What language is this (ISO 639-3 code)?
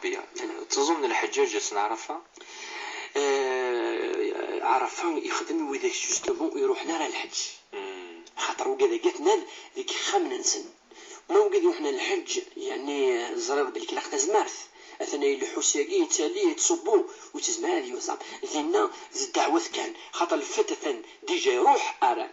kab